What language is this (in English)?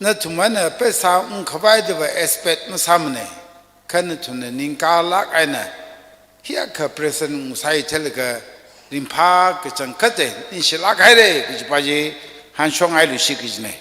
Tangkhul Naga (India)